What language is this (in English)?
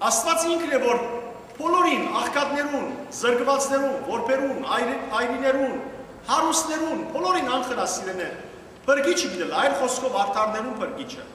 Western Armenian